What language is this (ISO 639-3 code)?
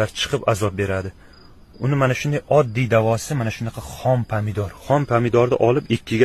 uzb